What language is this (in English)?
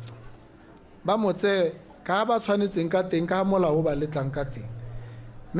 Tswana